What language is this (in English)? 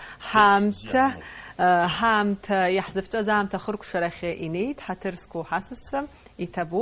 Abkhazian